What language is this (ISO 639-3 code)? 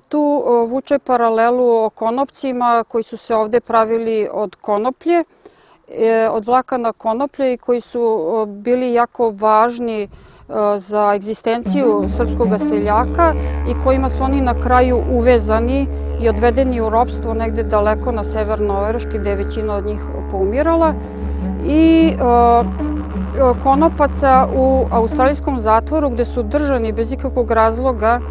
srp